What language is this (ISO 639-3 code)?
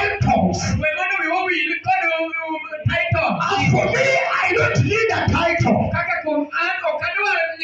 luo